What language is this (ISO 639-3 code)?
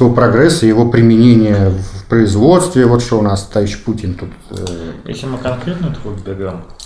rus